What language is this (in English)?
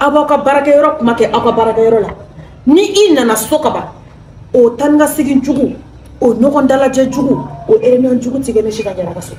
Bambara